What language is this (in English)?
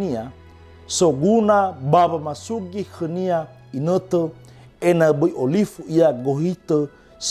Nias